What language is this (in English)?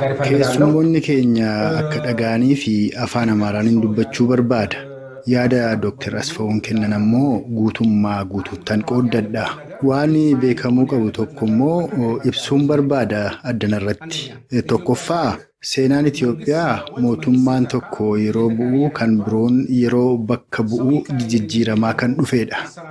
Oromo